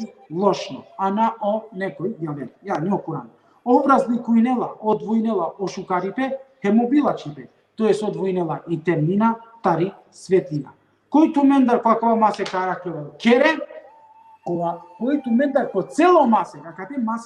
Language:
Balkan Romani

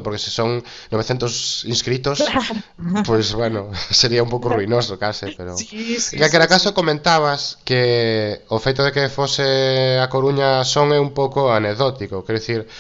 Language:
Galician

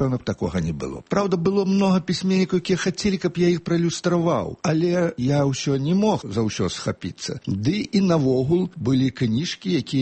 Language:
Belarusian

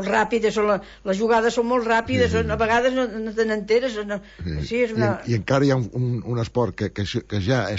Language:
Catalan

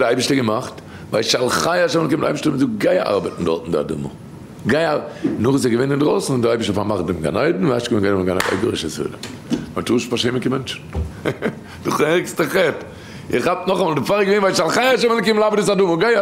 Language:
Yiddish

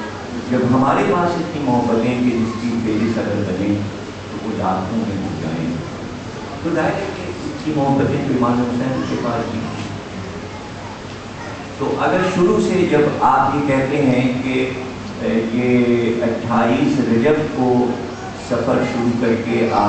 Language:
Urdu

